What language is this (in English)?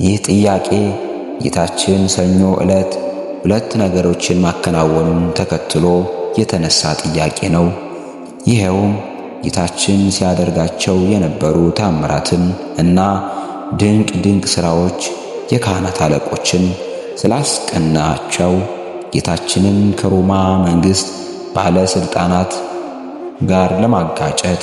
Amharic